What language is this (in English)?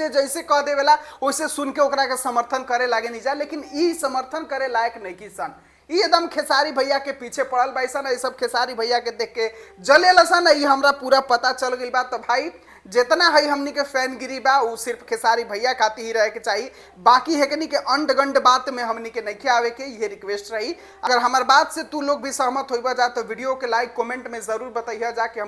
Bhojpuri